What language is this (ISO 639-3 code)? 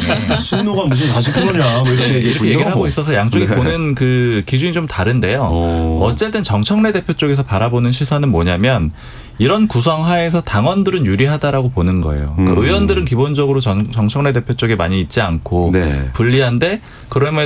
kor